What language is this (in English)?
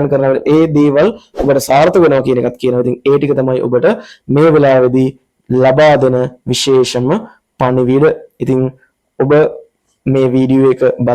Sinhala